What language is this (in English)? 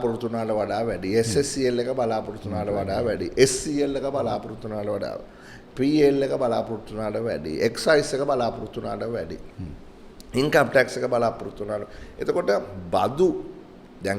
Sinhala